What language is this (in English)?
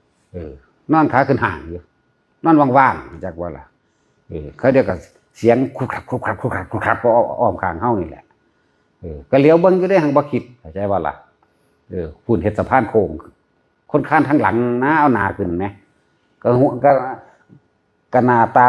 Northeastern Thai